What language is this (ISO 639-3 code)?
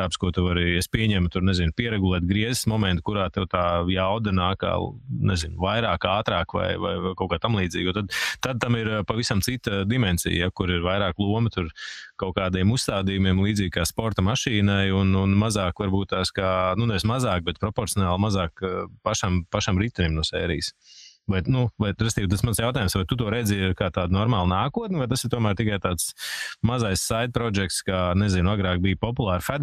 lav